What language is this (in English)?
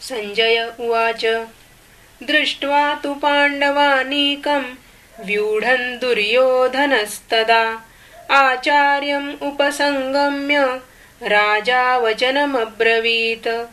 Sanskrit